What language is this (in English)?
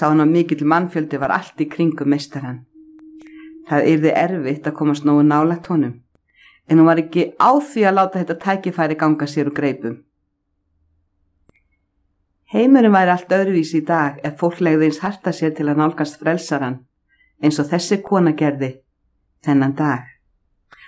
Icelandic